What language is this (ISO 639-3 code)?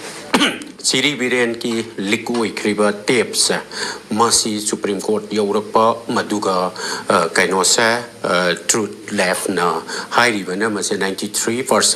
mni